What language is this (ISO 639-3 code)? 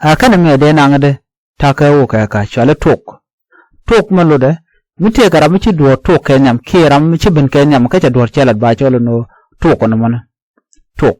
nus